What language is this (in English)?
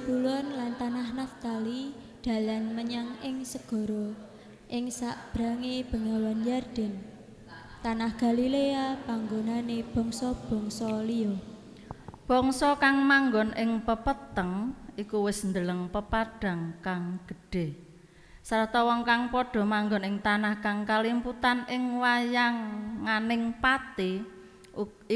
Javanese